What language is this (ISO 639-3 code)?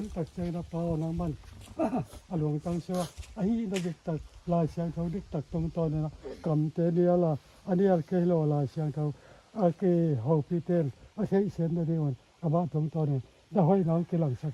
pck